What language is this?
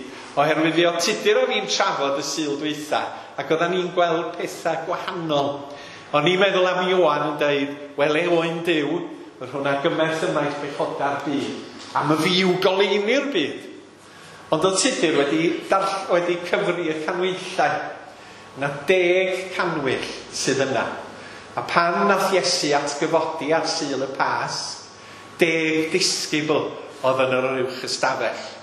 Welsh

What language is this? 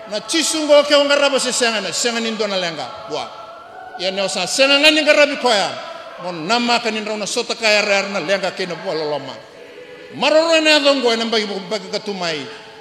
Fijian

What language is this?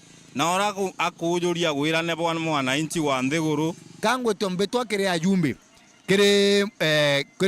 Meru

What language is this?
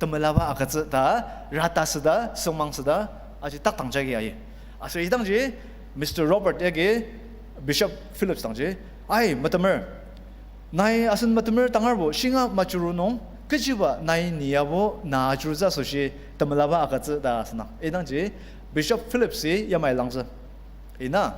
Ao Naga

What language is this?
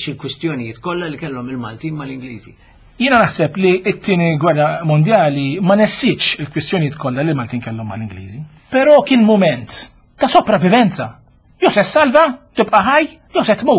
Maltese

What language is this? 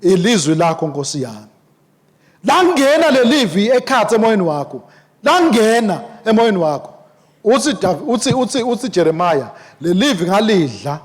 Swati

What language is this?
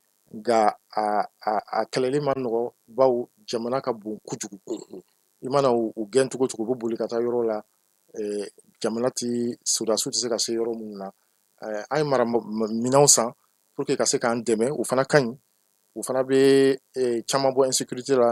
Bambara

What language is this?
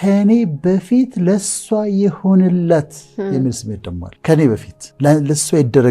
Amharic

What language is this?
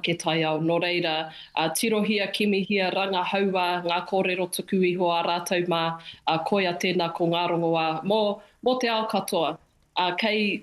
Māori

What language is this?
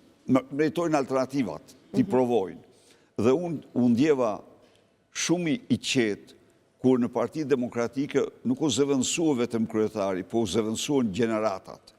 Albanian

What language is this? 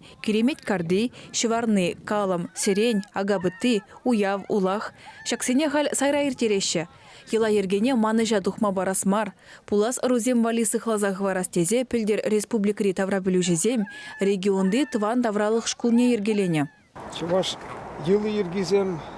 Chuvash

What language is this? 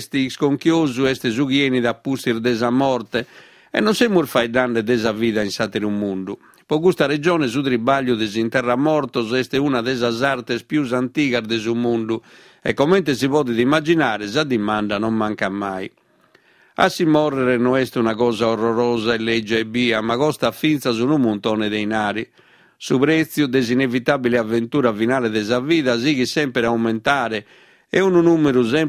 Sardinian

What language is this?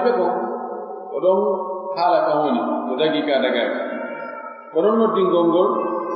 Pular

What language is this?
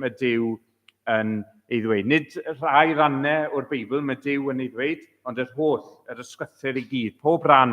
Welsh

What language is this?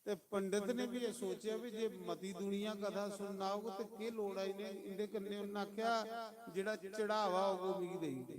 Dogri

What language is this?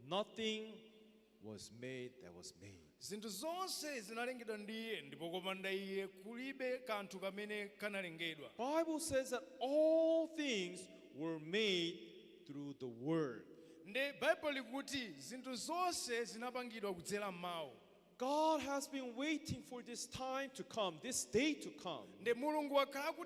Nyanja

